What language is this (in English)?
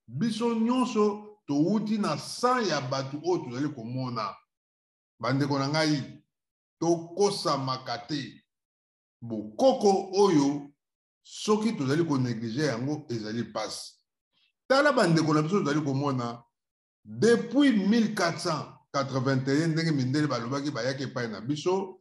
Lingala